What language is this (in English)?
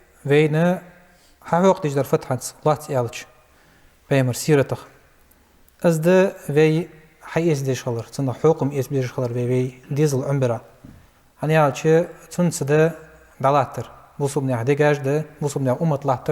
Ingush